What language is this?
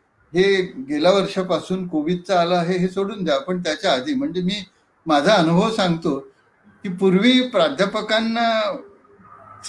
Marathi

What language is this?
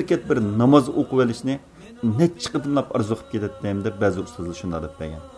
Uyghur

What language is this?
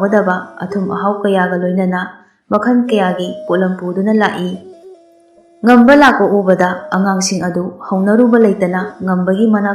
Manipuri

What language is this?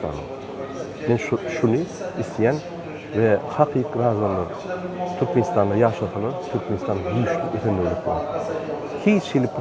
Turkmen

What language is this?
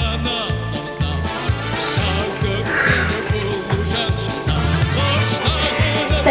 Chuvash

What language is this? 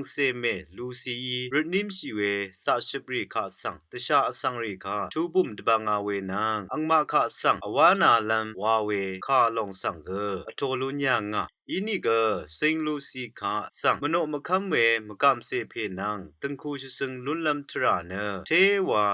Rawang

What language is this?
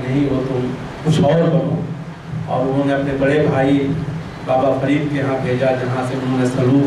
Hindi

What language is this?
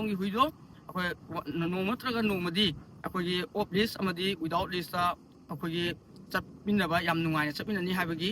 Manipuri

